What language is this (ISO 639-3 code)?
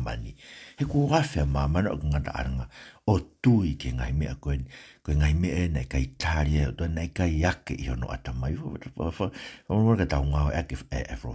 ton